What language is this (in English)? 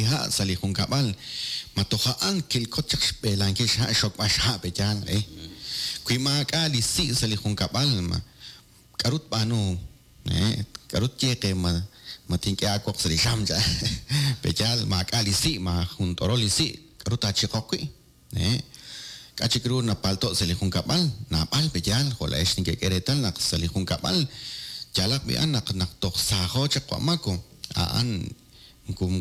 Kekchí